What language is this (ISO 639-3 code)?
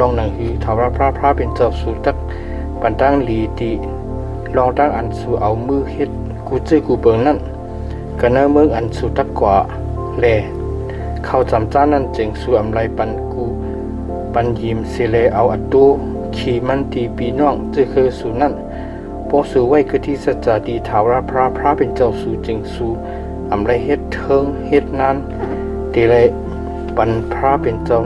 shn